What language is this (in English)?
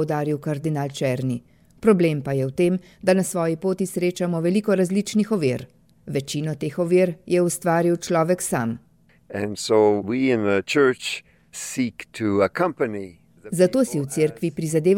Slovenian